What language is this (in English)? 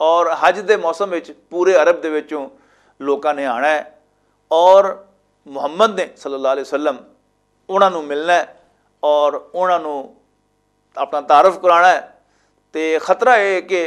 Western Panjabi